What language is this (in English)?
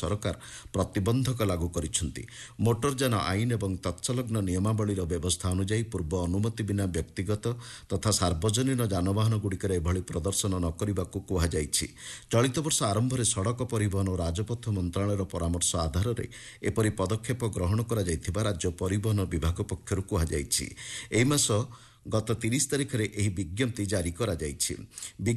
Odia